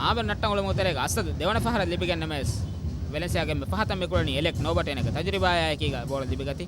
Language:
Divehi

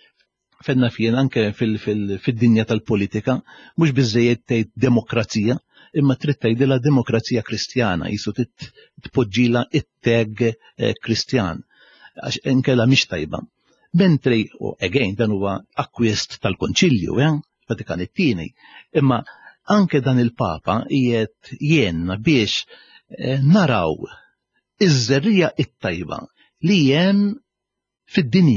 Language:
Maltese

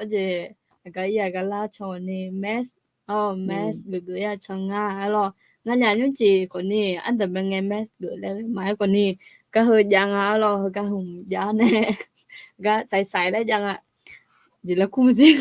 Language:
Akha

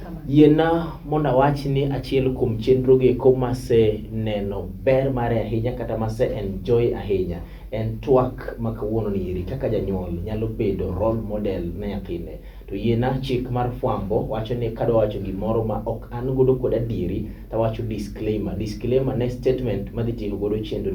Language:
Luo (Kenya and Tanzania)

